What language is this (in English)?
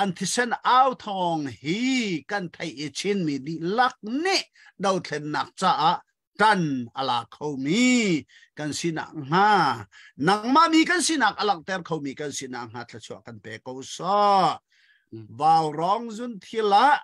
Hakha Chin